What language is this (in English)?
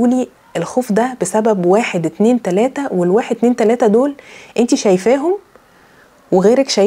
Egyptian Arabic